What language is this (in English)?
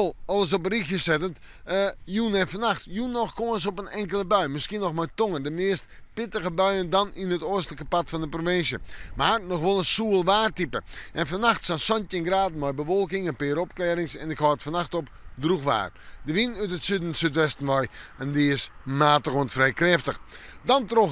Western Frisian